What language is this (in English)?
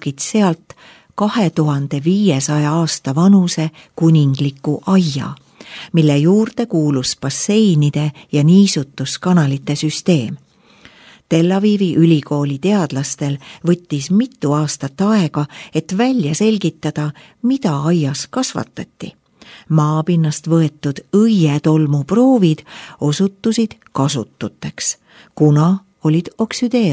Estonian